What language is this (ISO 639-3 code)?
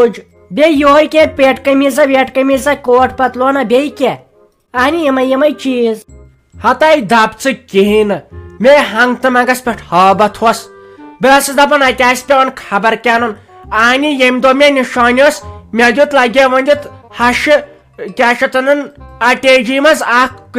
kas